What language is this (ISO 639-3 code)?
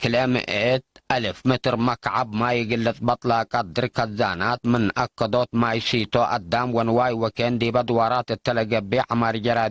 tig